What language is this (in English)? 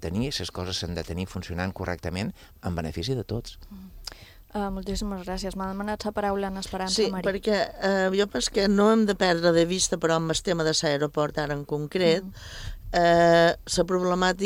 Catalan